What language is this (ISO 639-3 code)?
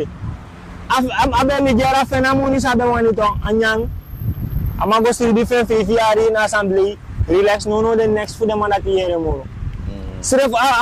srn